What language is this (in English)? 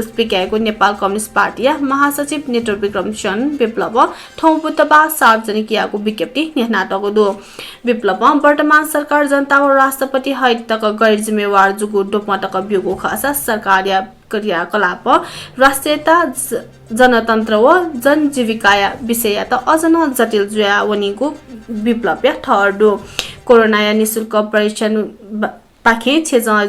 Newari